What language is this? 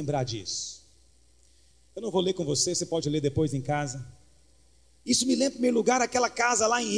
Portuguese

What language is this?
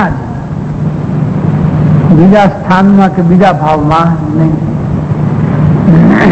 Gujarati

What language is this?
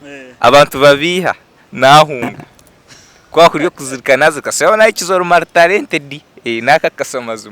Nyankole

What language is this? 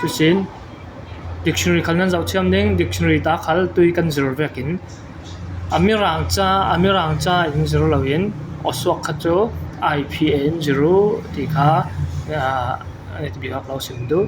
Falam Chin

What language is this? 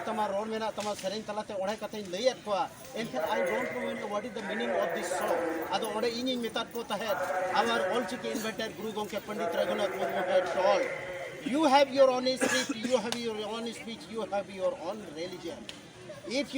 Santali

